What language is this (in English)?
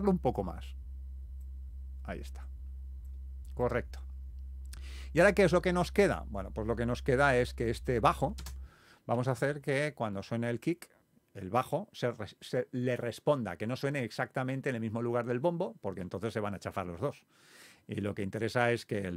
Spanish